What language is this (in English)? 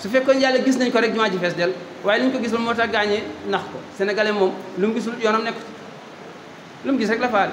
Wolof